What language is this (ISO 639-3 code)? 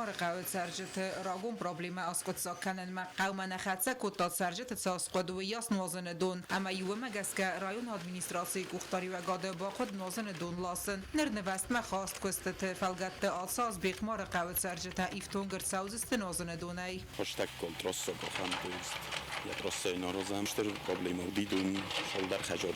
oss